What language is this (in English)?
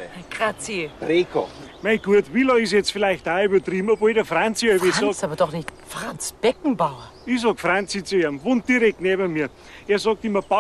Bavarian